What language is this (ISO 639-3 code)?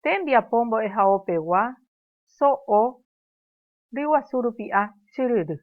grn